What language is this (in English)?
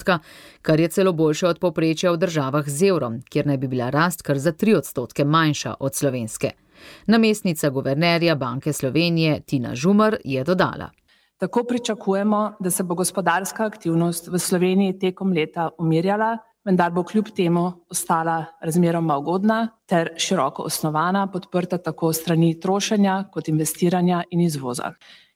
Slovenian